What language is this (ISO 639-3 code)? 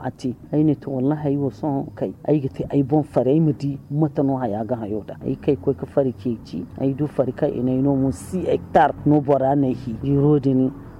dje